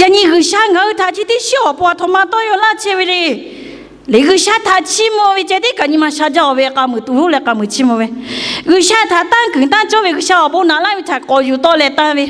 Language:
Lahu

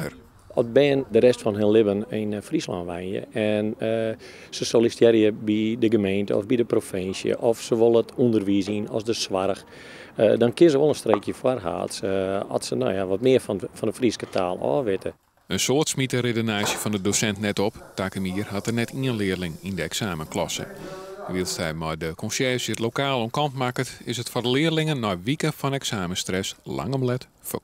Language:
Western Frisian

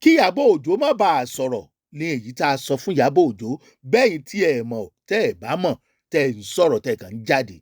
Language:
Yoruba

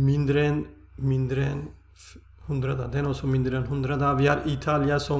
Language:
Norwegian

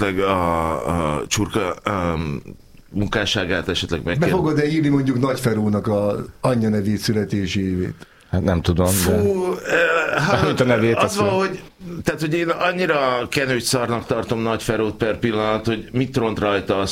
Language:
Hungarian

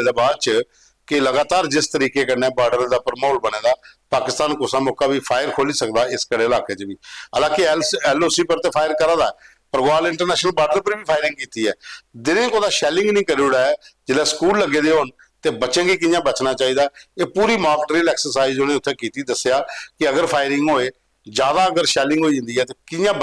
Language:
Dogri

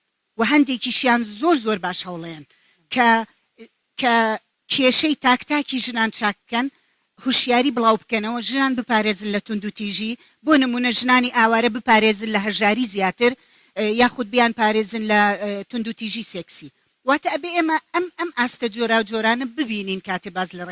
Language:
Central Kurdish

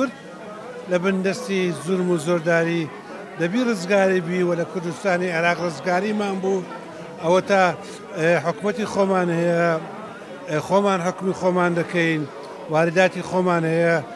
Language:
Central Kurdish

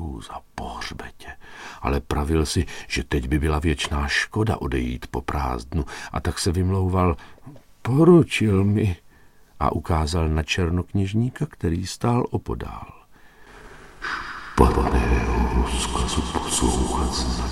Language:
Czech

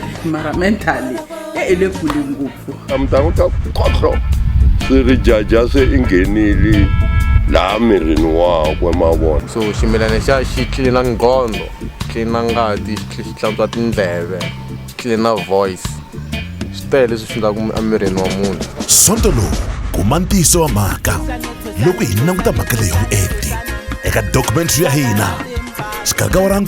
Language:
Tsonga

